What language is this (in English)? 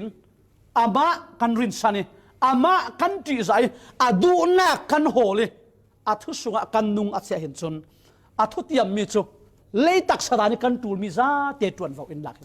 Falam Chin